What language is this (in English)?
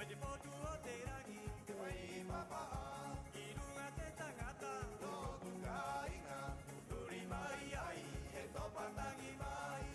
Rapanui